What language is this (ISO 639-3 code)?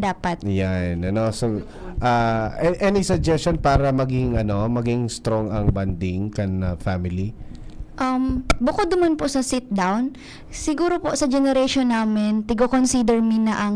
bik